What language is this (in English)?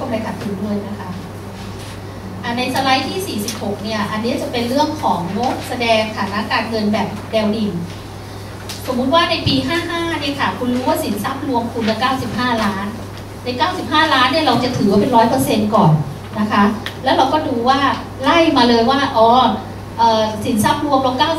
Thai